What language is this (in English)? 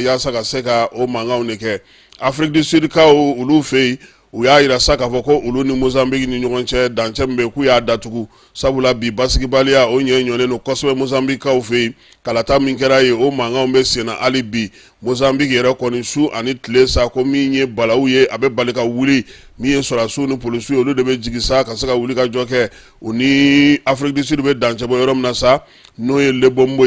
Bambara